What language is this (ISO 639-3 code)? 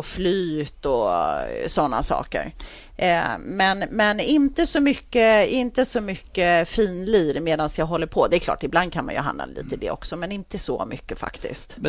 swe